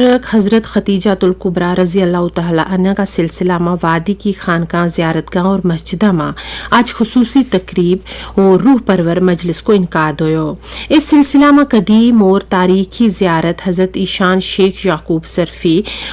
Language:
Gujari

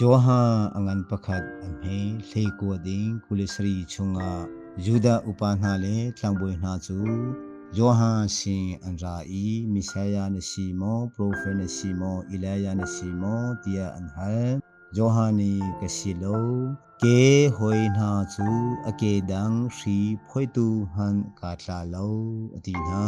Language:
Hakha Chin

